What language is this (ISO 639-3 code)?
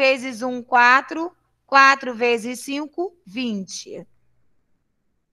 por